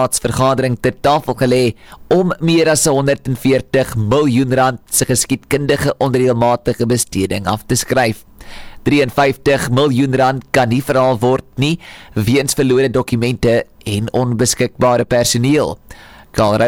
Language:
Afrikaans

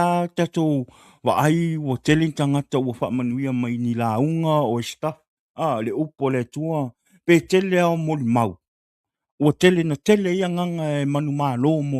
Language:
Samoan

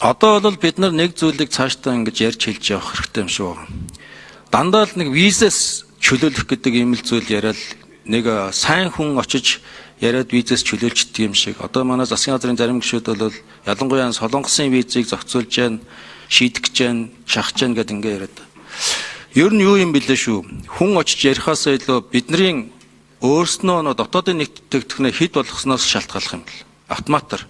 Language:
Mongolian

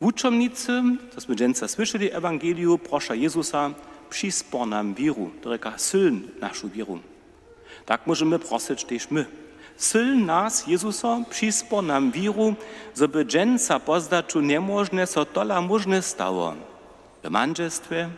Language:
Upper Sorbian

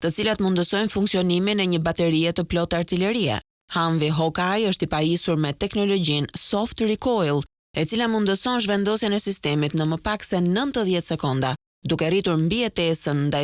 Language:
Albanian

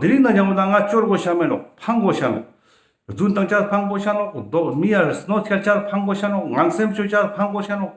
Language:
Ladakhi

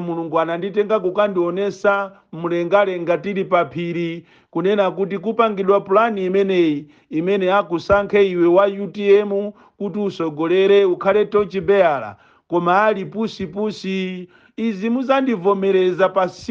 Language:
Nyanja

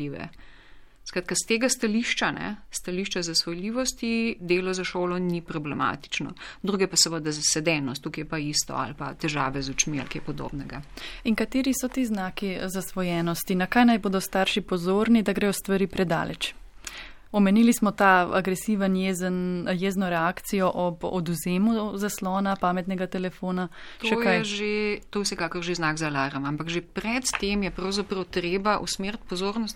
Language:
Slovenian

